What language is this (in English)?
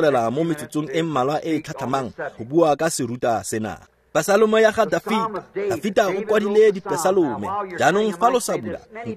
Tswana